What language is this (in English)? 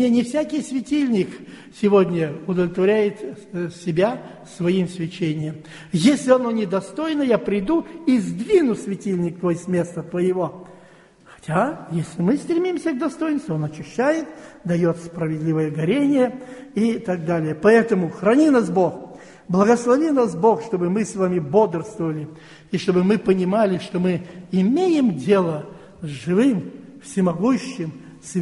Russian